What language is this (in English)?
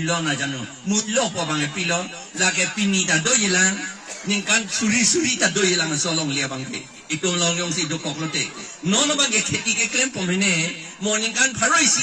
Karbi